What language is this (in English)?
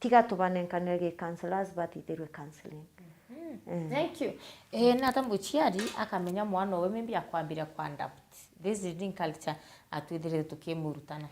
Meru